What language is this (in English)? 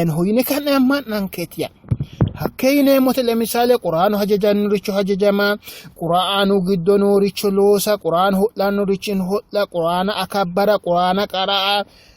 Sidamo